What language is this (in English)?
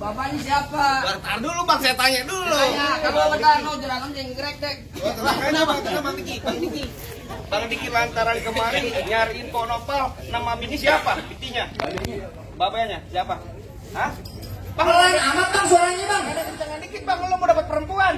Betawi